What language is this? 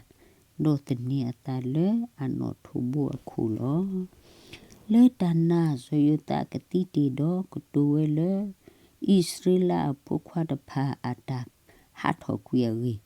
S'gaw Karen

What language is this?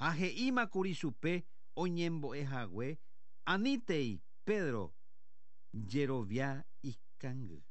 Guarani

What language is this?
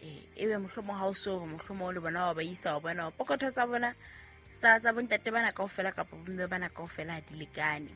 Southern Sotho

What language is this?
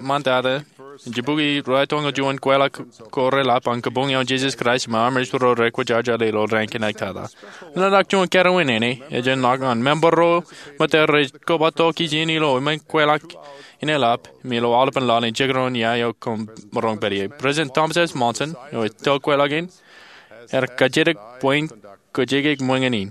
Marshallese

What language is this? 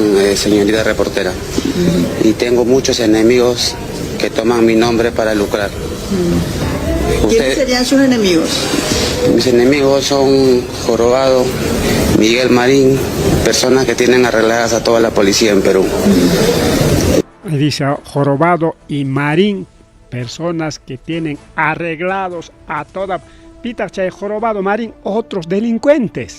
Ayacucho Quechua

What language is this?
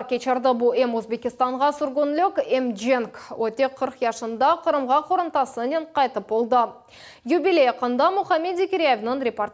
Crimean Tatar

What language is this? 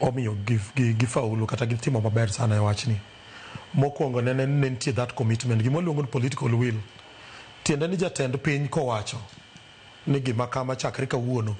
Luo (Kenya and Tanzania)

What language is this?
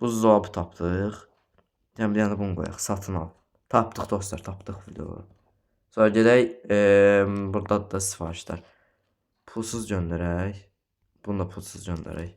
Azerbaijani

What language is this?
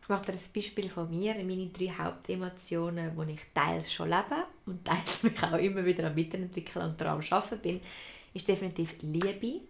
Swiss German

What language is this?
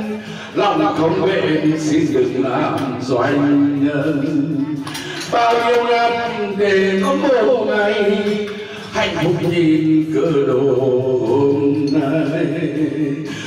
Vietnamese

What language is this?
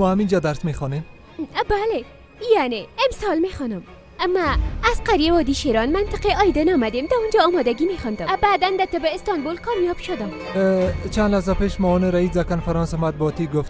Persian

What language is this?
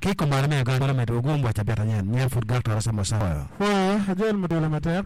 Acoli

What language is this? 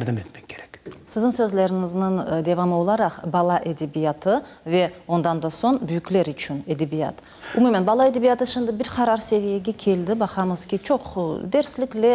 Crimean Tatar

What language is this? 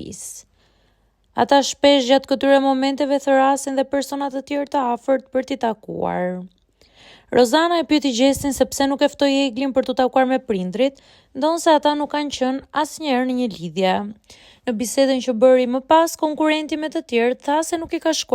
Albanian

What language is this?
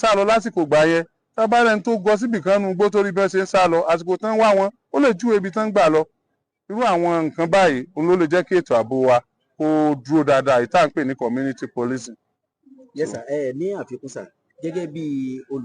Yoruba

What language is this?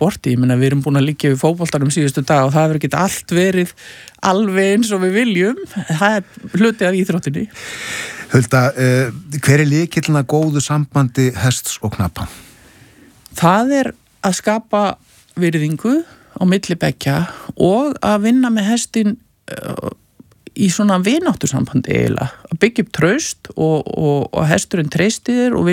Icelandic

